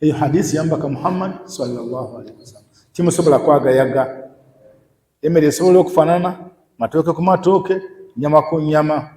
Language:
Ganda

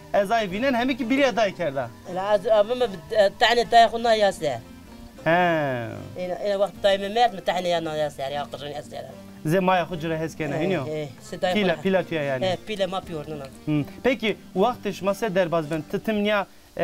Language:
Zaza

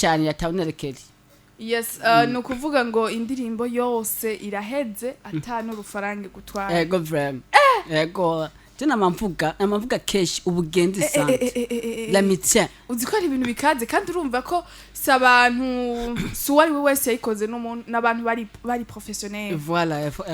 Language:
Rundi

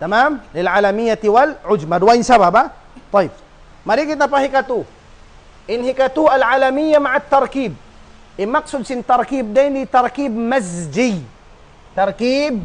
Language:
Tausug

